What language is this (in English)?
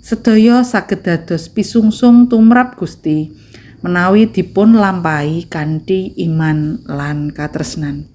Javanese